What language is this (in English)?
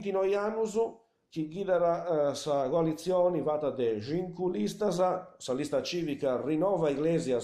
Sardinian